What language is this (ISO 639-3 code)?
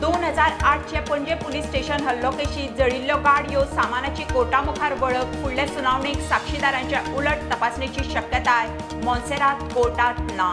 kok